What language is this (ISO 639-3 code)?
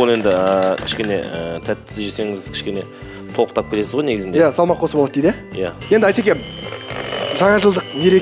kaz